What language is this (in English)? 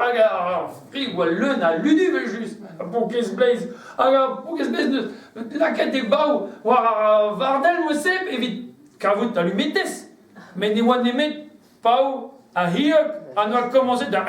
Breton